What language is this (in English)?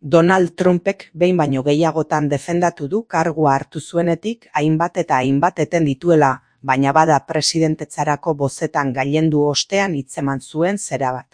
Basque